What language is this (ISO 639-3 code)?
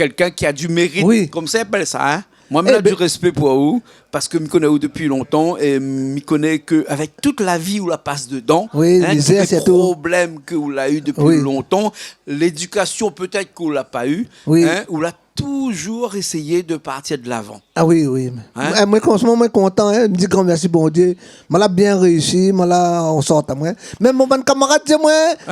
rcf